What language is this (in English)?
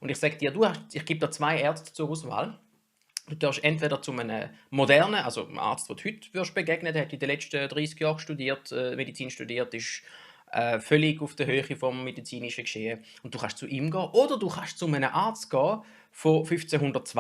Swiss German